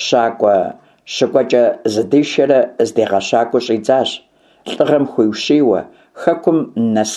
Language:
Kabardian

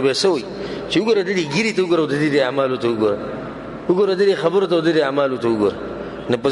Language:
Pashto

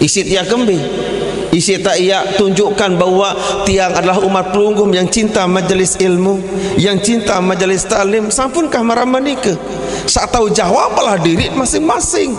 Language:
Sasak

